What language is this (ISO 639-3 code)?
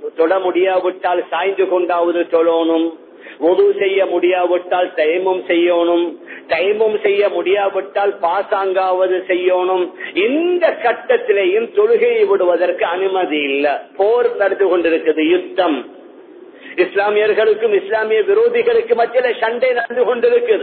tam